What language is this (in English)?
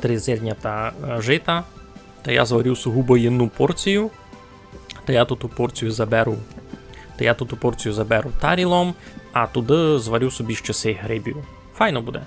Rusyn